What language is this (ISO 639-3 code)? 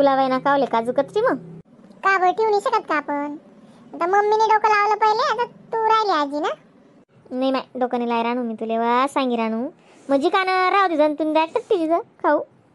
khn